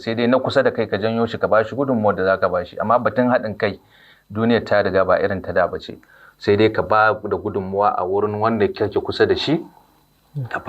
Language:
Hausa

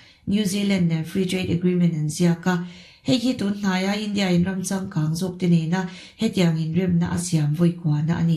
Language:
Mizo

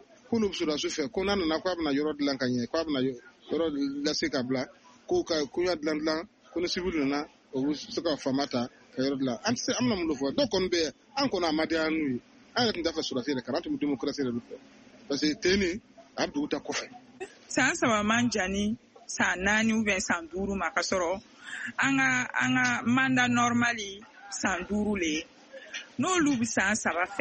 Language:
Bambara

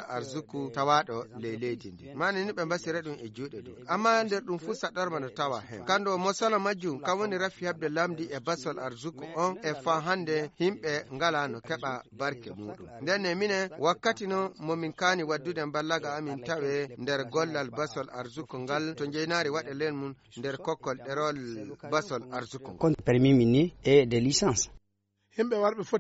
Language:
Fula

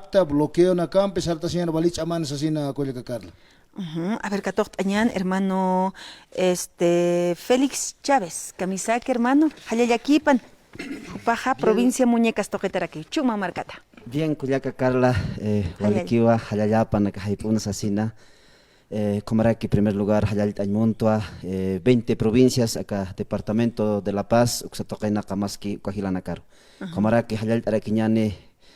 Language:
Aymara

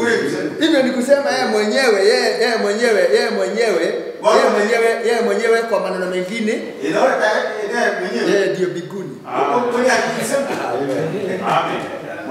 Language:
Swahili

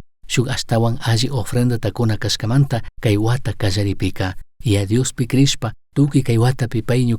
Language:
Chimborazo Highland Quichua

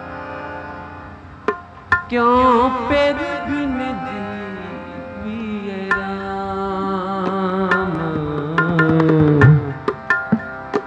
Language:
Hindi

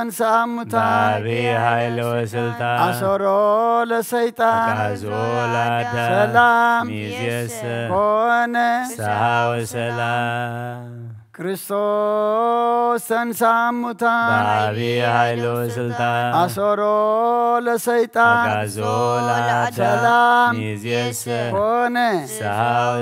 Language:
Geez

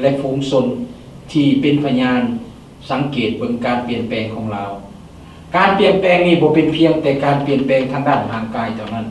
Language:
Lao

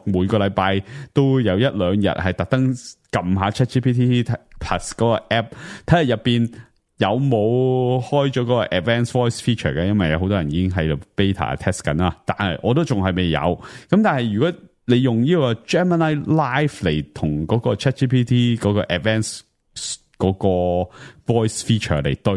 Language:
Cantonese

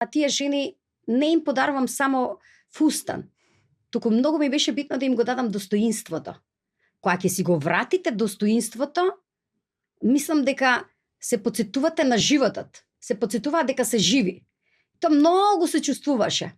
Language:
Macedonian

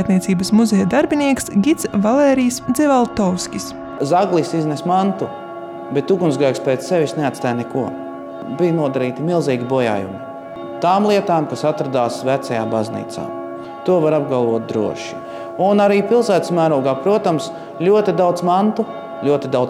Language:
Latvian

